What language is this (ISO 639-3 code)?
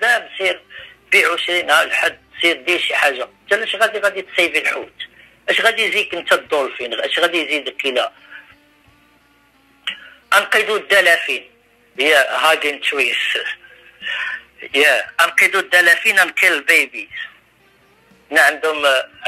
ary